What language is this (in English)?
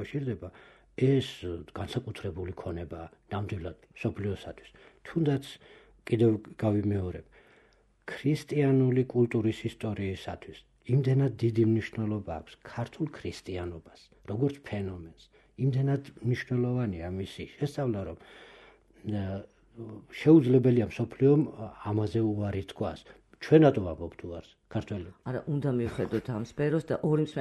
Georgian